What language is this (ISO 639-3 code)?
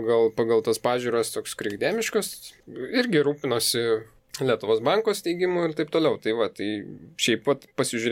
lit